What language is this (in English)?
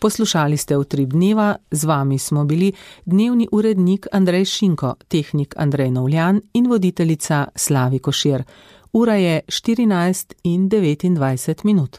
Slovenian